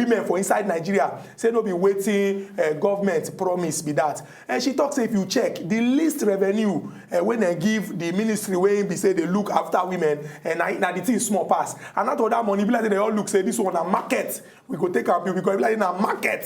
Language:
Nigerian Pidgin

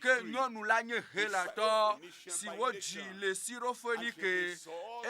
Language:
Ewe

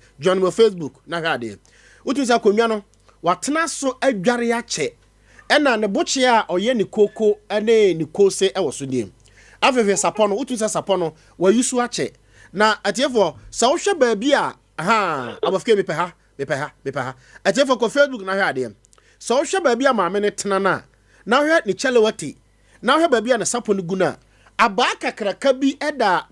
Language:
Akan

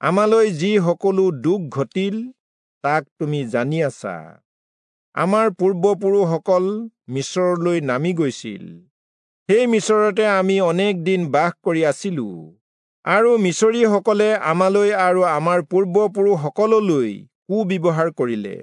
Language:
Assamese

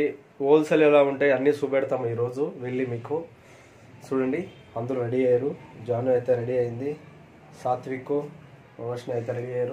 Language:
Telugu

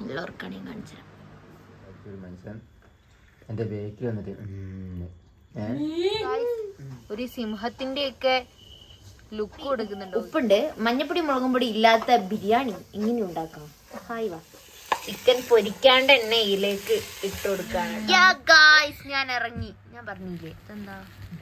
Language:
Malayalam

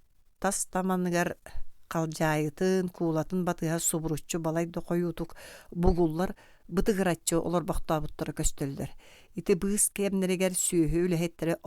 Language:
Yakut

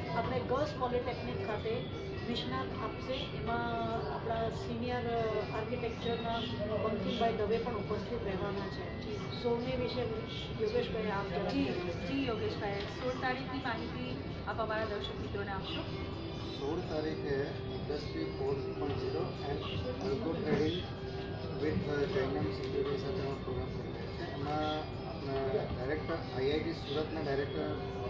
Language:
Gujarati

